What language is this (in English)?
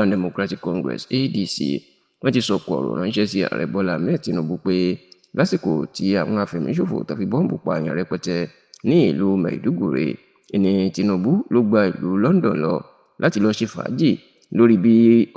Yoruba